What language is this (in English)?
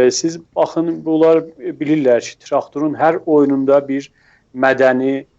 South Azerbaijani